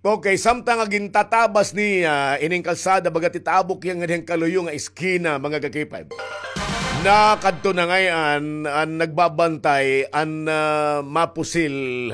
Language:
Waray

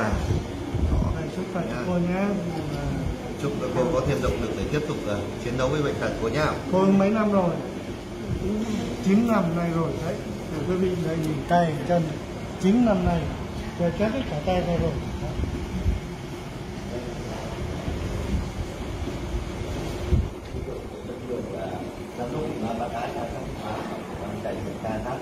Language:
Vietnamese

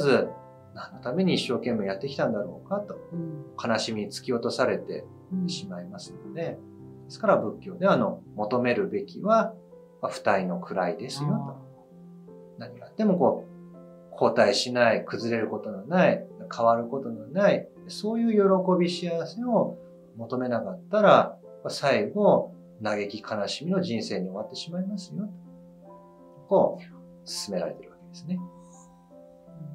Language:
Japanese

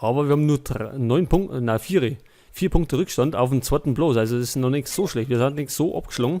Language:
Bavarian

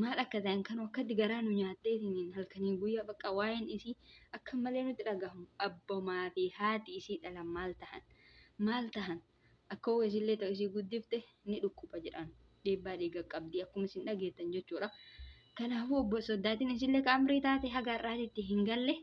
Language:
Oromo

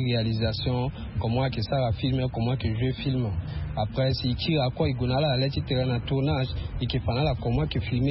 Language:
Sango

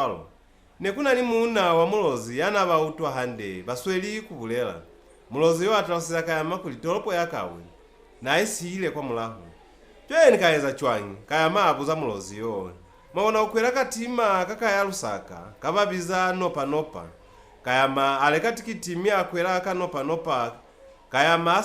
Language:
Lozi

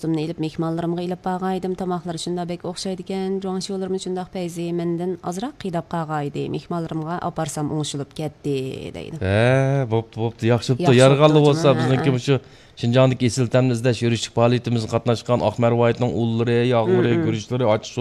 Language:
Uyghur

